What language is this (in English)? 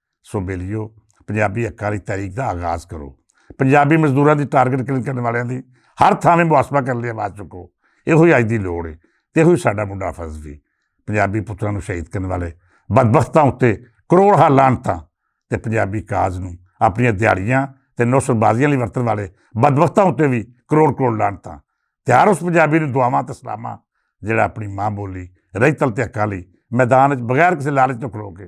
Western Panjabi